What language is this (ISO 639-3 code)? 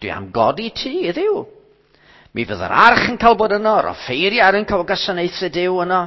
cym